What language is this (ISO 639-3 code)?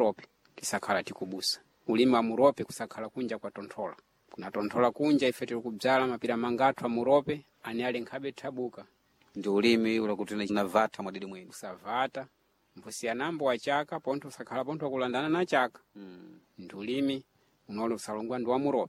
seh